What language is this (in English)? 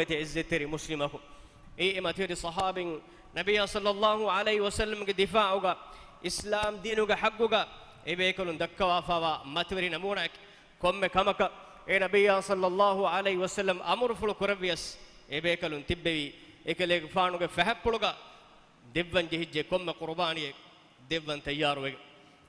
Divehi